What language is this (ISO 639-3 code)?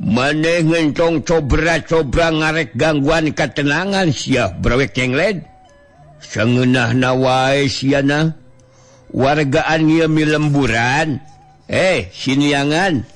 sun